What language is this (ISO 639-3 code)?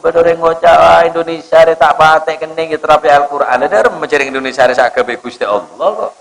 mad